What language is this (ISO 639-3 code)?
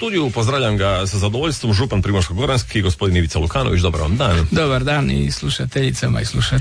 hrv